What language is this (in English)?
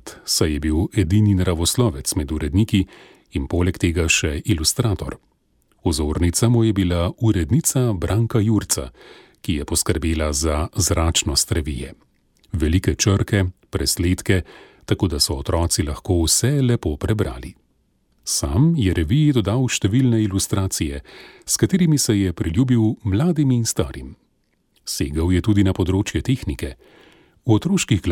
Slovenian